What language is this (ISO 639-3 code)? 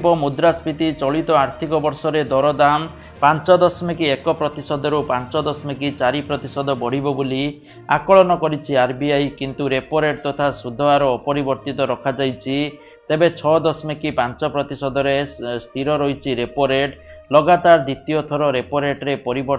ori